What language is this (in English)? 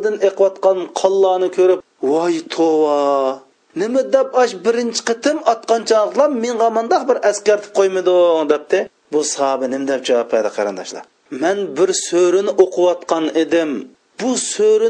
Uyghur